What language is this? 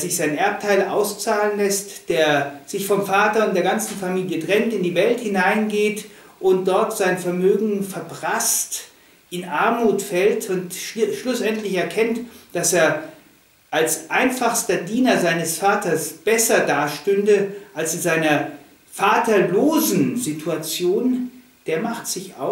German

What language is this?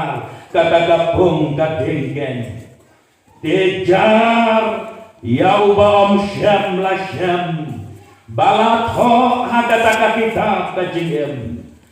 Khasi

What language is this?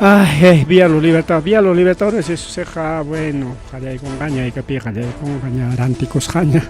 Ayacucho Quechua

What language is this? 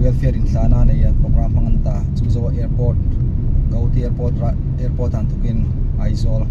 Hmar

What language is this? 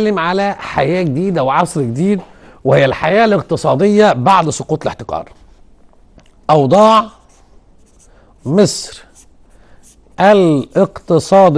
Egyptian Arabic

